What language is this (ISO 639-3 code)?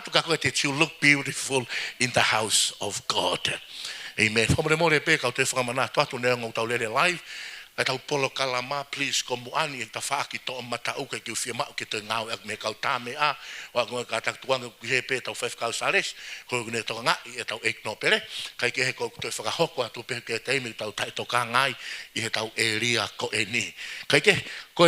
ton